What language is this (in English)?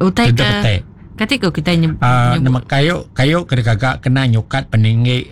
Iban